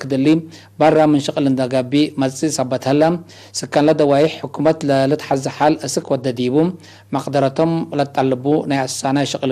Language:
Tigre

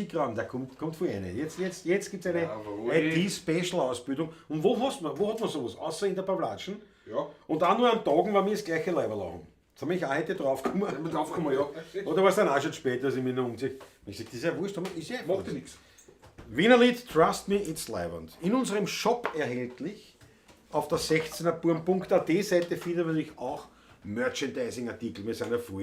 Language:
Bavarian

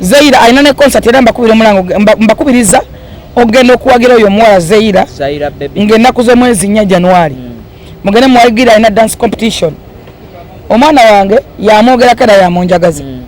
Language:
Ganda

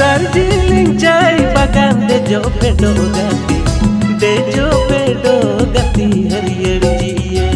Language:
Santali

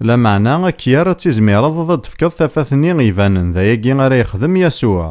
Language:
Kabyle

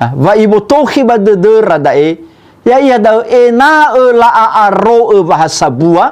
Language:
Nias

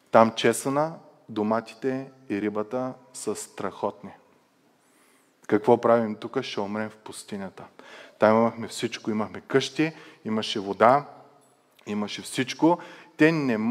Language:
Bulgarian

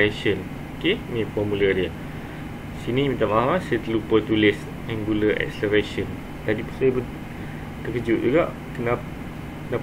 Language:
Malay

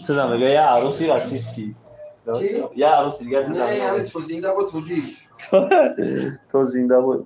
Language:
Tajik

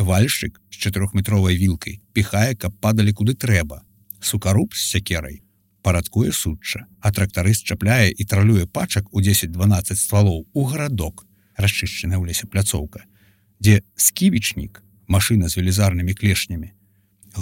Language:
Belarusian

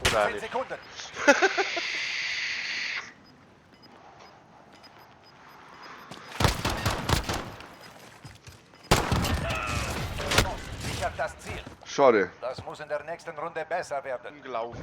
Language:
Bavarian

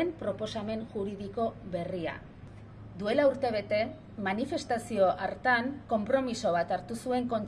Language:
Basque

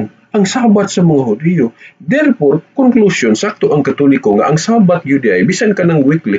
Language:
Cebuano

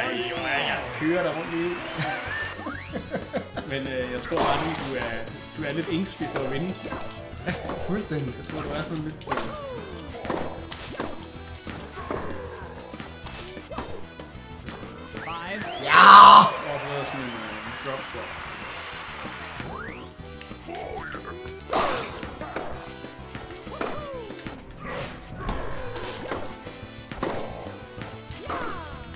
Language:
Danish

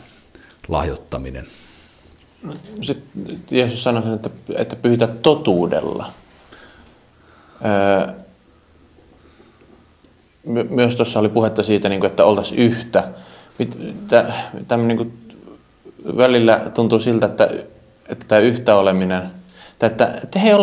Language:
Finnish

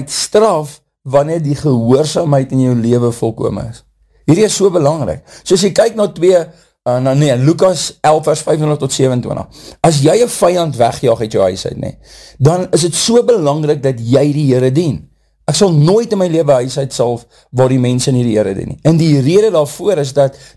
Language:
Afrikaans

